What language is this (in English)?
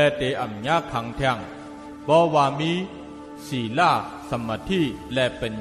Shan